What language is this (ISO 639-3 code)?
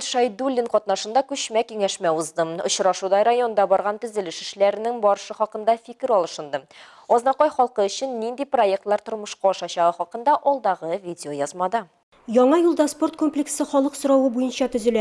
tat